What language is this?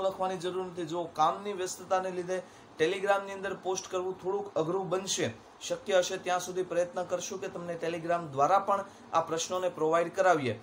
Gujarati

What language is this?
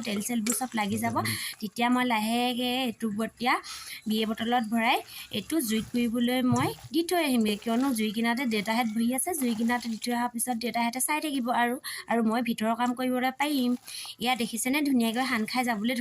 Assamese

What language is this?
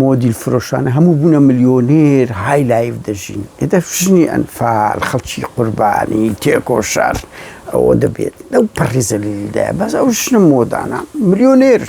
Central Kurdish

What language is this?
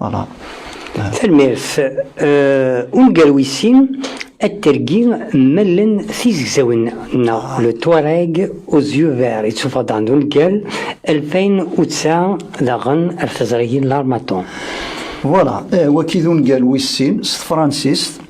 Kabyle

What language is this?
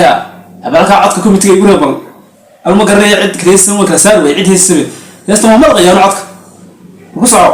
Somali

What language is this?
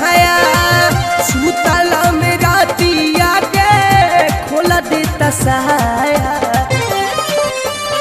Bhojpuri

